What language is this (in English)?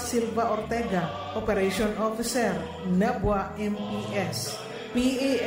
Bikol